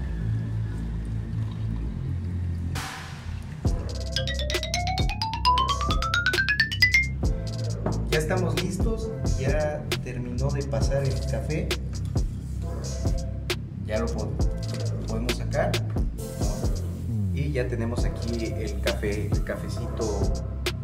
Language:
Spanish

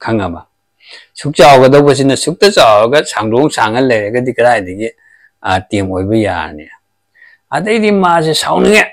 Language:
Manipuri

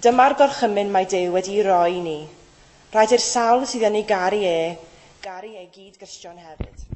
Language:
Welsh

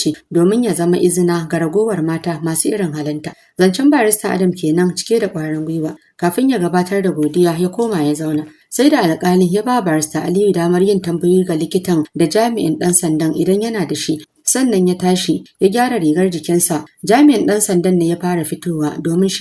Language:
Hausa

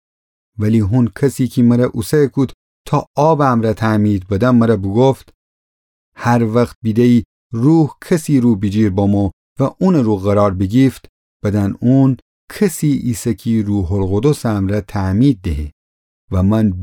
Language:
Gilaki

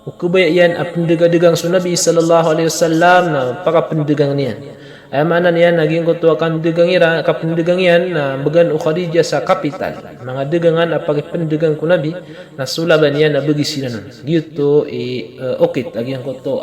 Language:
Maranao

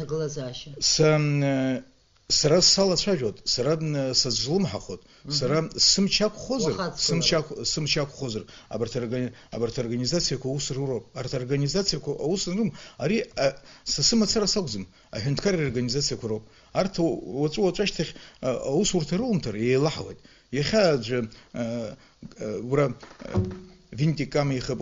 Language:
Abkhazian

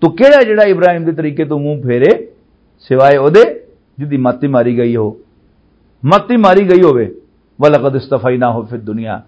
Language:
Western Panjabi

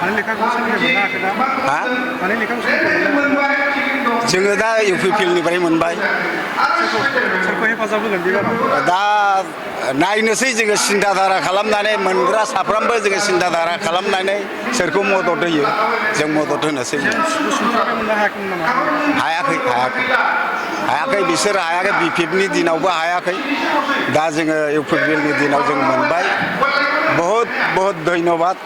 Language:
Bodo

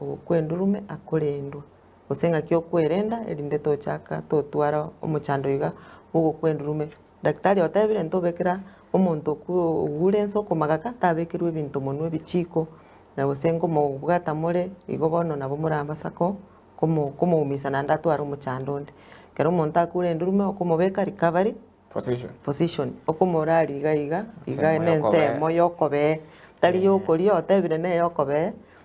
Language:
Gusii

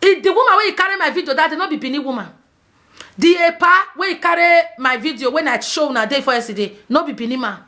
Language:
Nigerian Pidgin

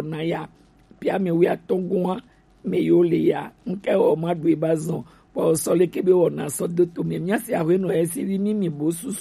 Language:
Gen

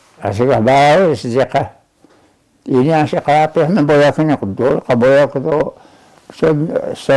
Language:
Taroko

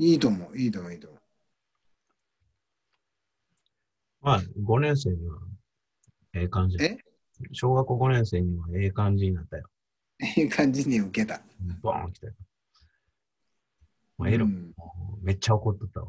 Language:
Japanese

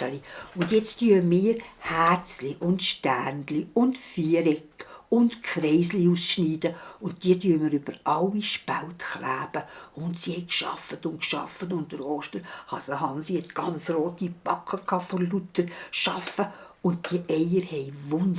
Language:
Swiss German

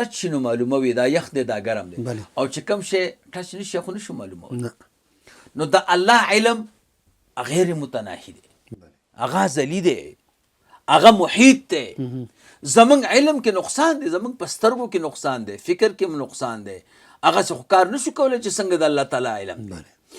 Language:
Pashto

